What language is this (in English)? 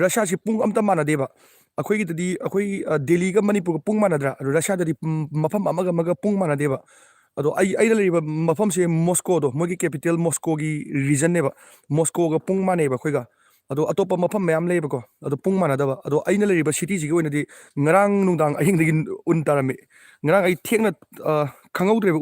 Manipuri